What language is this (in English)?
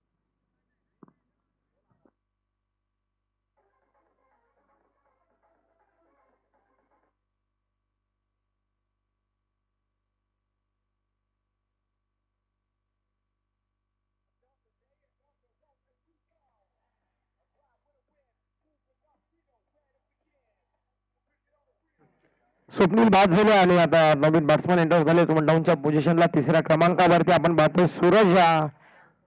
Marathi